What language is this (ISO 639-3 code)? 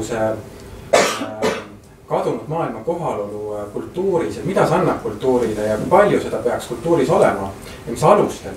est